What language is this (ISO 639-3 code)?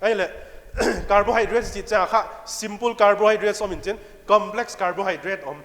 pck